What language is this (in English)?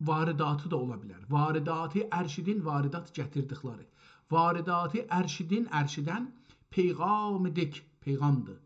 South Azerbaijani